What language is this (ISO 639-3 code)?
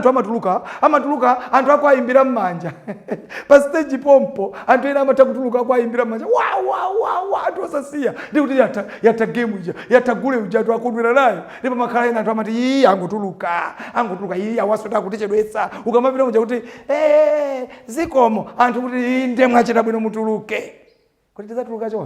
nya